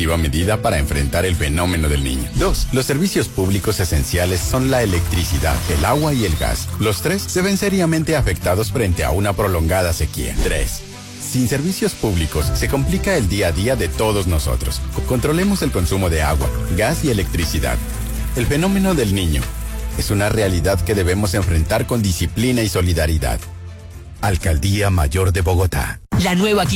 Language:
Spanish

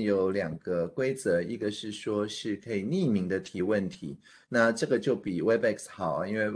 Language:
Chinese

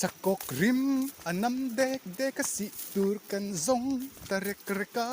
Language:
Mizo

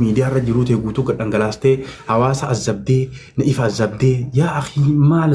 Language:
Oromo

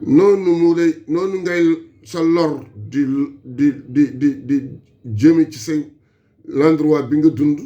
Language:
Wolof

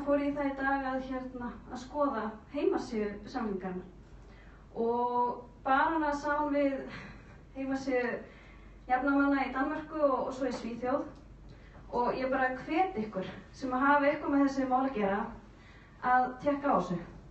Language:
Icelandic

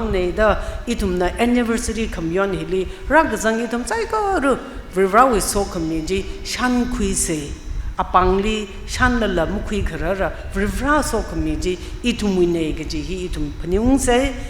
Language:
Tangkhul Naga (India)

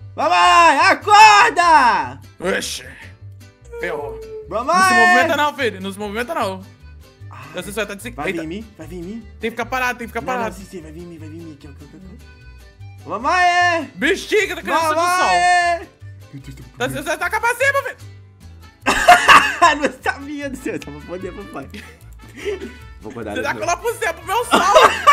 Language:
Portuguese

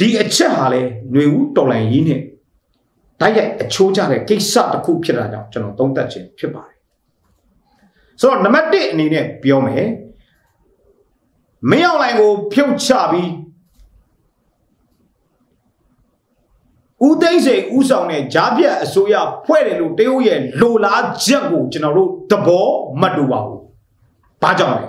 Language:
Burmese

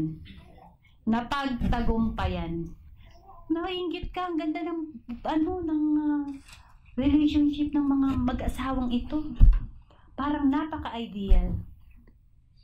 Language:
Filipino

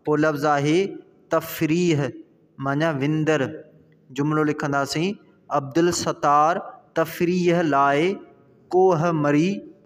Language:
Sindhi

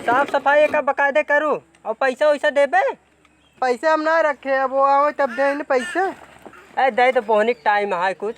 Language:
Awadhi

